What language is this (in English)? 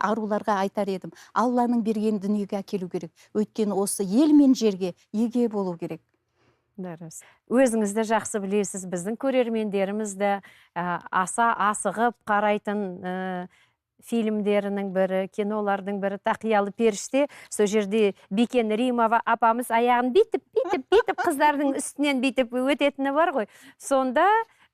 Kazakh